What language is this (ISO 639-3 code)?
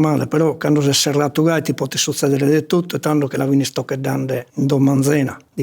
srd